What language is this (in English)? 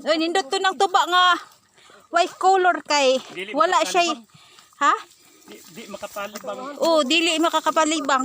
Cebuano